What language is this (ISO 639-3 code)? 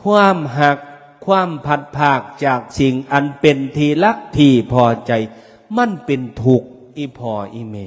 tts